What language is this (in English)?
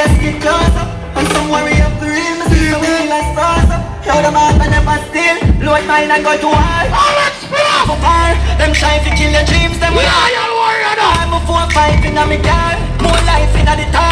Jamaican Creole English